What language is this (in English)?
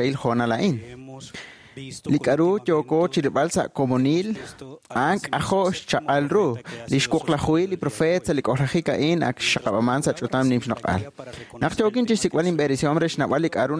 Kekchí